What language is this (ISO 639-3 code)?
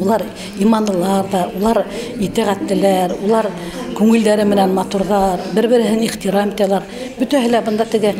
bak